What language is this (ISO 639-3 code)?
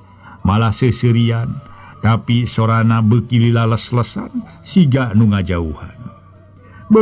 sun